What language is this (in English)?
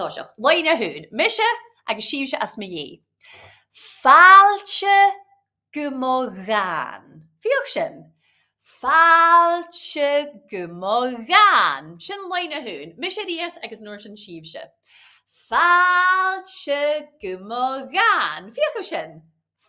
Scottish Gaelic